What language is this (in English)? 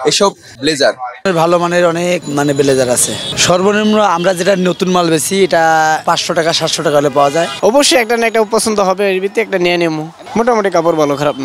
Bangla